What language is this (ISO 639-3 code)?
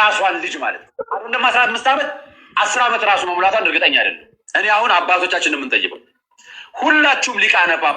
amh